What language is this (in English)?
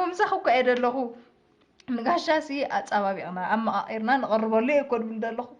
Tigrinya